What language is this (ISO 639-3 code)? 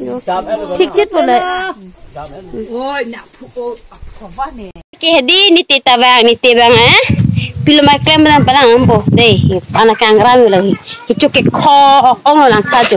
mjw